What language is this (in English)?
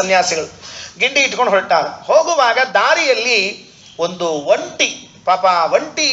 Kannada